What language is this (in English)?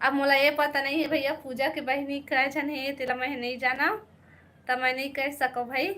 Chhattisgarhi